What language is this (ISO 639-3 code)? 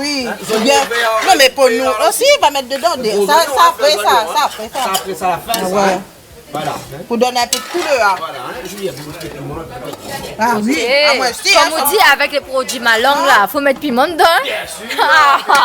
rcf